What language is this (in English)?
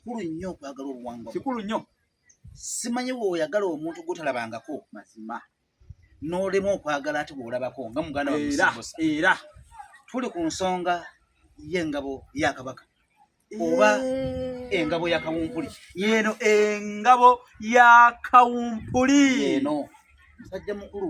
Ganda